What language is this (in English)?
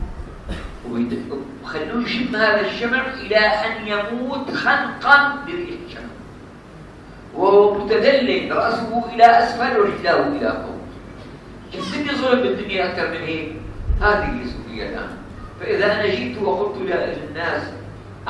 Malay